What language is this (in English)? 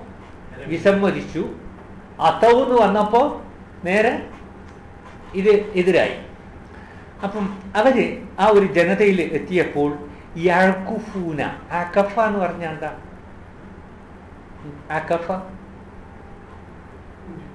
Malayalam